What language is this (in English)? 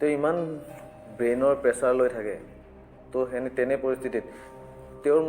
Assamese